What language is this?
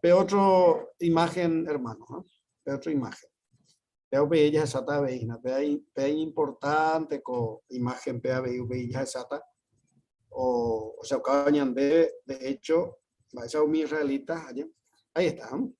Guarani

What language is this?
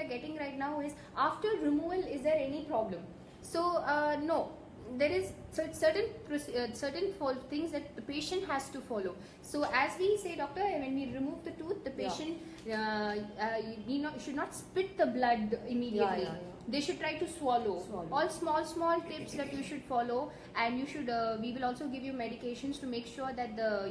English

